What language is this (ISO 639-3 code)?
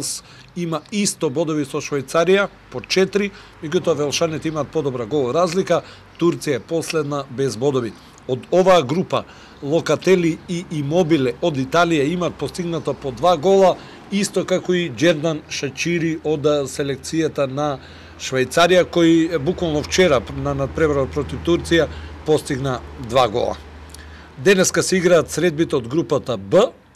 mkd